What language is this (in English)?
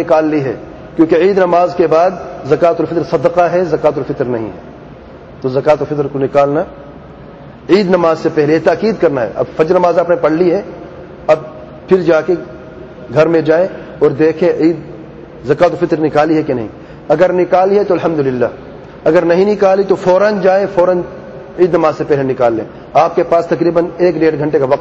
Urdu